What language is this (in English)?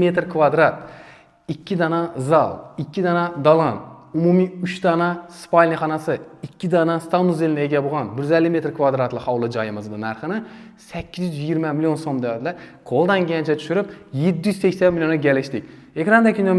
Uzbek